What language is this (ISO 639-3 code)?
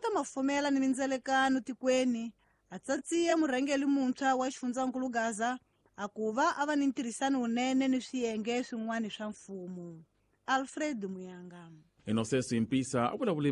tso